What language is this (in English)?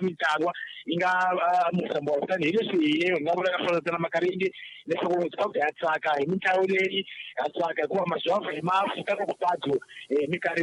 Tsonga